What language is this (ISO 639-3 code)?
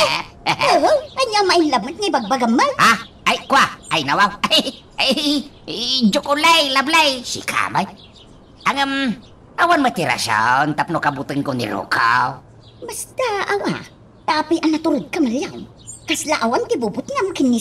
ilo